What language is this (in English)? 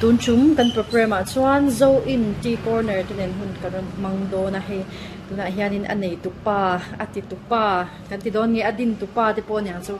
Mizo